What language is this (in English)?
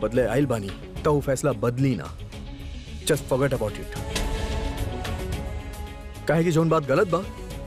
Bhojpuri